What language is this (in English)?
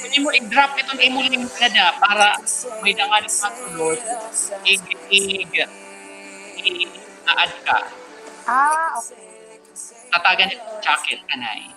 Waray